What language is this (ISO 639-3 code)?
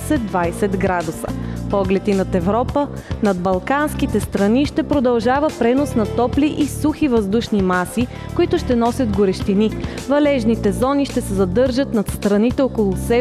bul